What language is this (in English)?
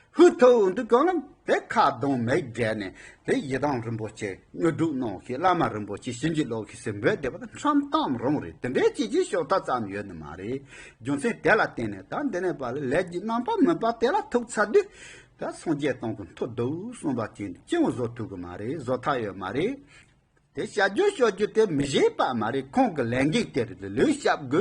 Tibetan